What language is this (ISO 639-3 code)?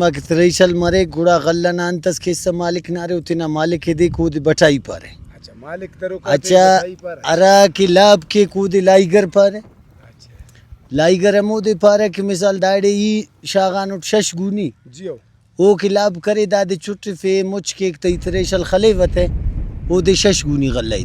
brh